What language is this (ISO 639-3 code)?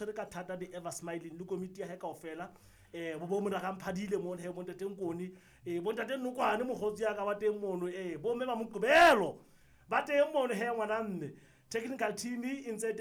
sot